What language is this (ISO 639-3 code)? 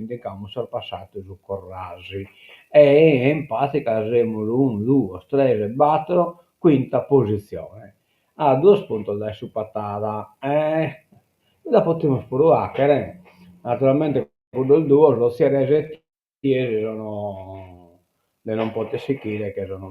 srd